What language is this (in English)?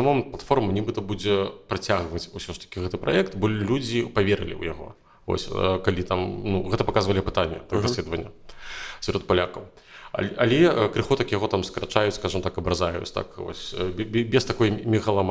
Belarusian